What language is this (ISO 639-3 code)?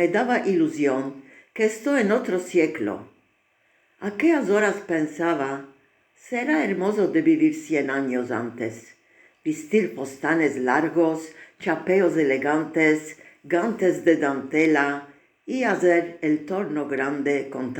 lad